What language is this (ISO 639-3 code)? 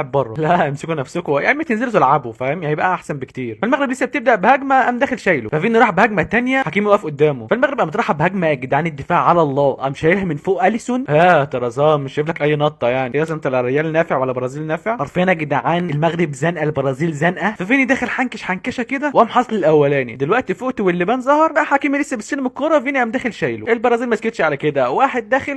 arz